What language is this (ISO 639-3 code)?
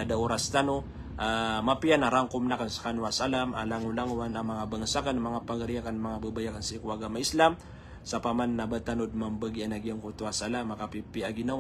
mrw